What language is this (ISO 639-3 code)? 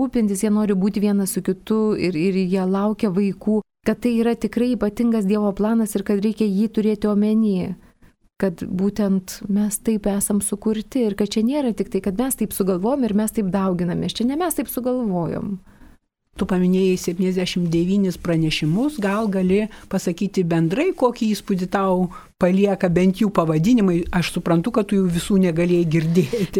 lit